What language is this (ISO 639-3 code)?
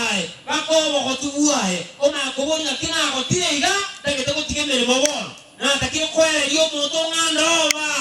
guz